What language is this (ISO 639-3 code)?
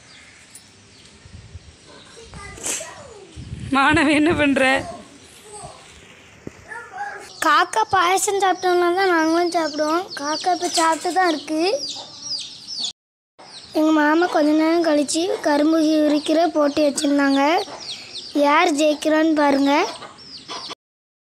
tam